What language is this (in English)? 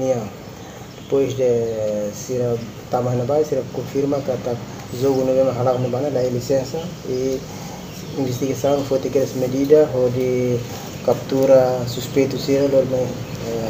Tetum